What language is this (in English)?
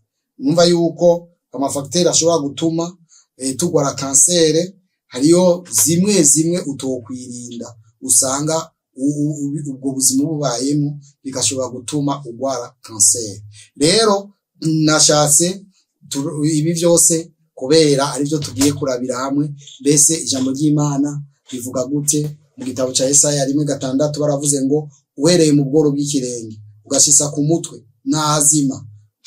Rundi